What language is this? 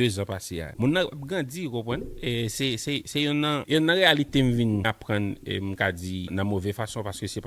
Haitian Creole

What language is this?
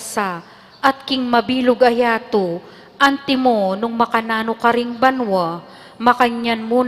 Pampanga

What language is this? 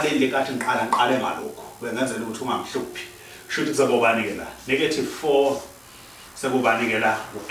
Zulu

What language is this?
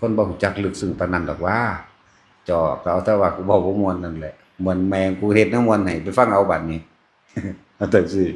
Northeastern Thai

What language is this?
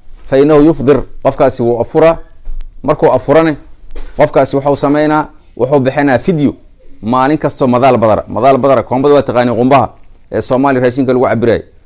Somali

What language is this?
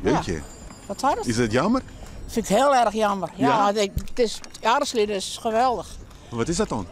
Western Frisian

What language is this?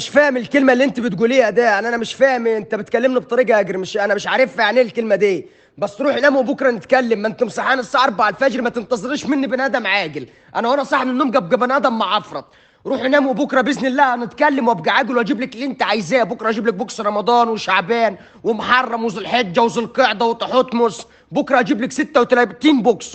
Egyptian Arabic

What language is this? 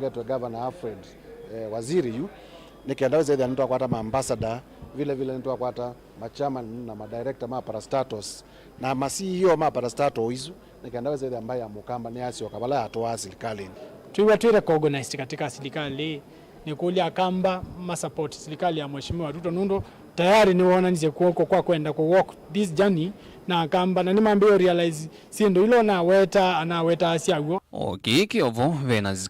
Kamba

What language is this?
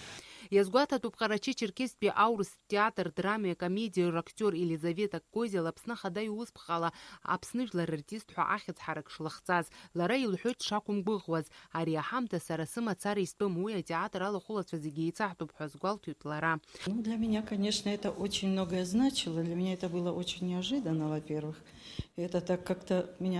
Abkhazian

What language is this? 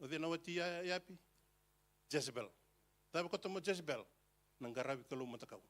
Fijian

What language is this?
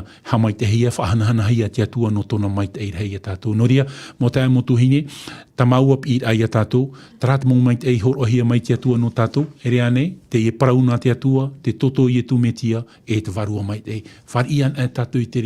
Tahitian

